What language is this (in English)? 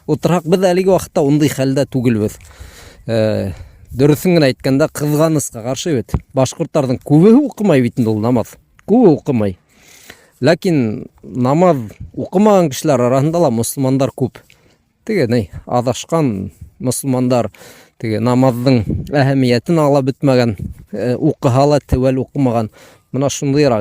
Bashkir